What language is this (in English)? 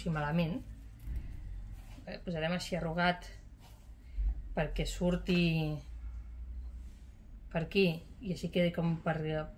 Catalan